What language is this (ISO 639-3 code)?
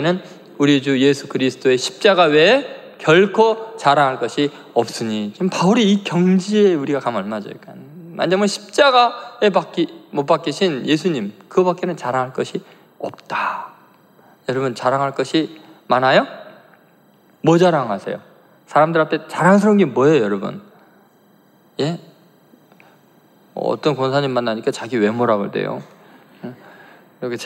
kor